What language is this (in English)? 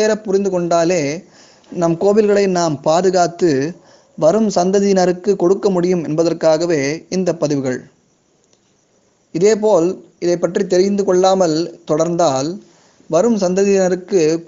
Tamil